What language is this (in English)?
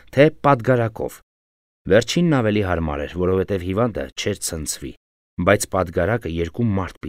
Armenian